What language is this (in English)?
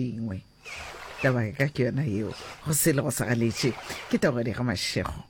Northern Sotho